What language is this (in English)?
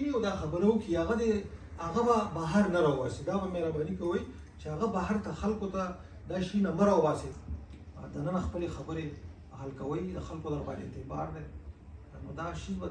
Pashto